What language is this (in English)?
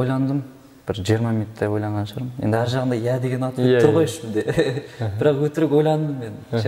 Kazakh